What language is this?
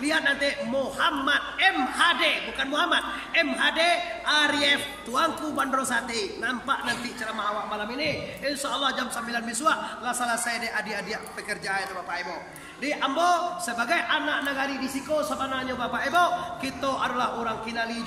Minangkabau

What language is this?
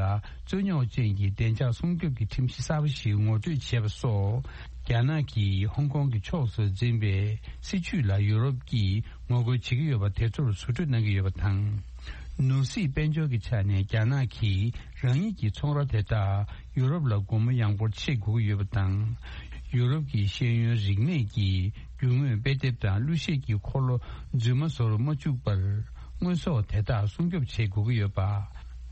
Tibetan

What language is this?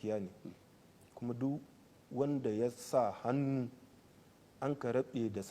Hausa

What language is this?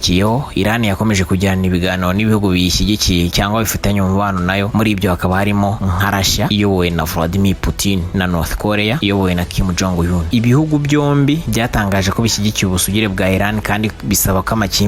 Kinyarwanda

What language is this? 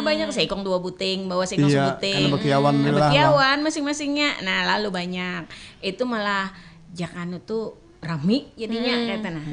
Banjar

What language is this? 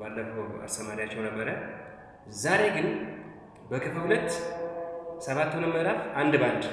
Amharic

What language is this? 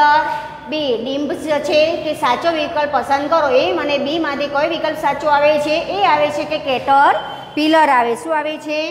Gujarati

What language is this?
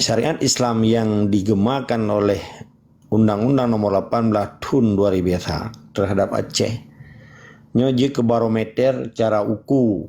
Achinese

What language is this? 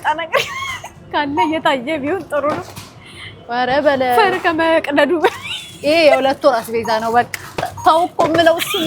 Amharic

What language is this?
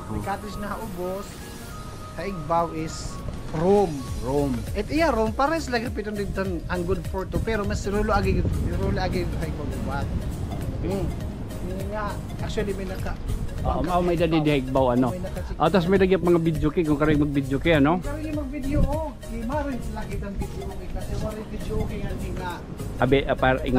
Waray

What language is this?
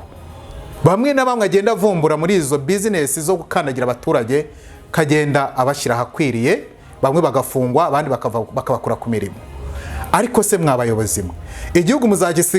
Kinyarwanda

